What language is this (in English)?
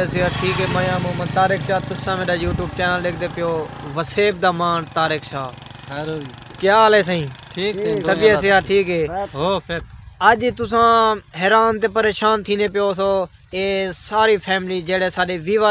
Saraiki